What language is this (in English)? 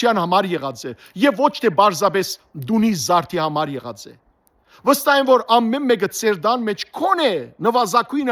Western Armenian